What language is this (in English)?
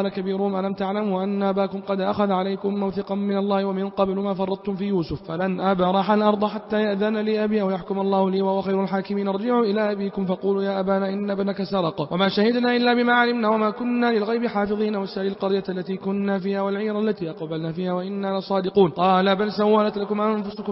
Arabic